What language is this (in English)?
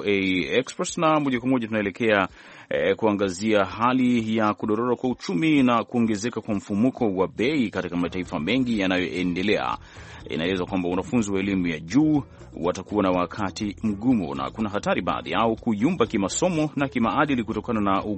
Swahili